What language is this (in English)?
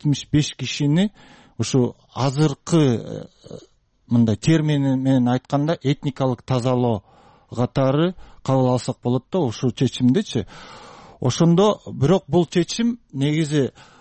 Kyrgyz